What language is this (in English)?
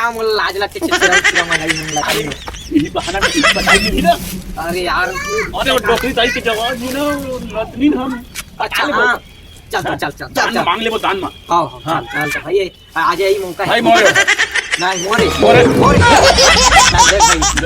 Chhattisgarhi